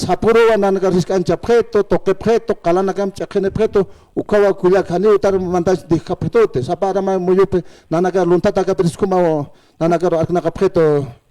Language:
Aymara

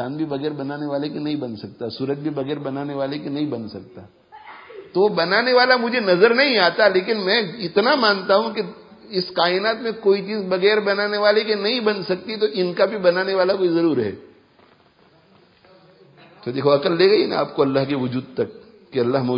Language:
Urdu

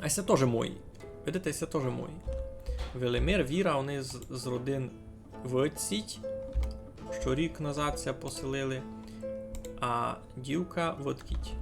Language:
Rusyn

